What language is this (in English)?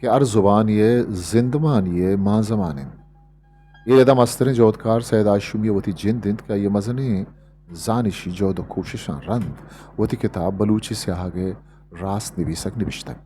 Eastern Balochi